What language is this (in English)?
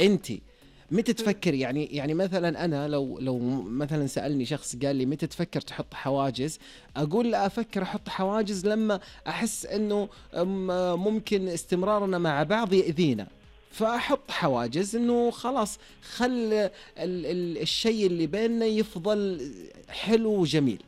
Najdi Arabic